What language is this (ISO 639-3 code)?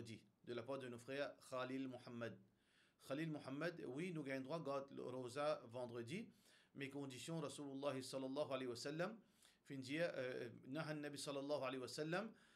mfe